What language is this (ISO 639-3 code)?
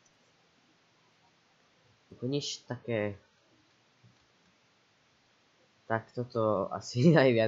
slk